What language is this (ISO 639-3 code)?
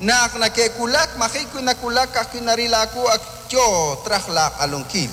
kek